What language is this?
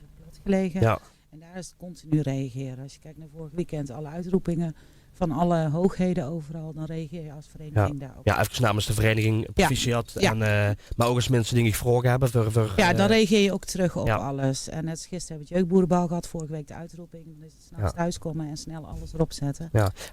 Limburgish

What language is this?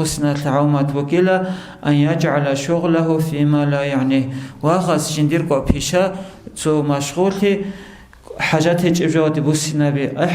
Avaric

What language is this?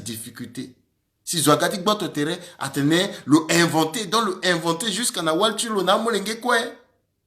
Sango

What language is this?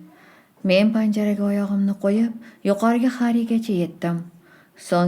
Uzbek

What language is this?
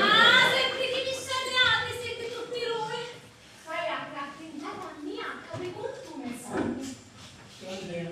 Sicilian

